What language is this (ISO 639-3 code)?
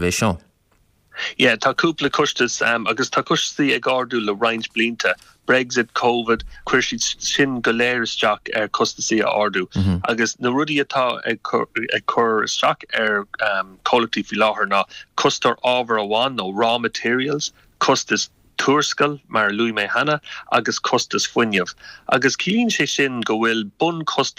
gle